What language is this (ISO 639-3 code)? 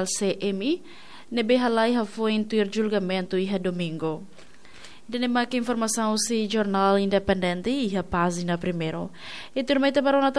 tet